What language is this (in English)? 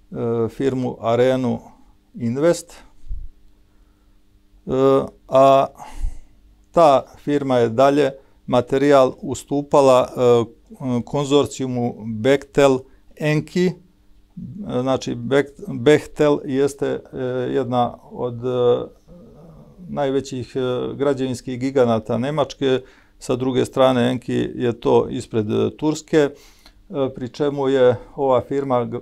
Serbian